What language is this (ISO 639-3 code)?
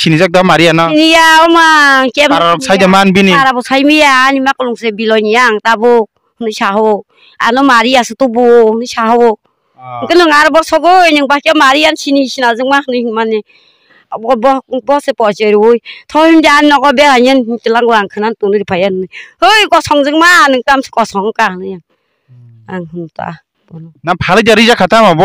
trp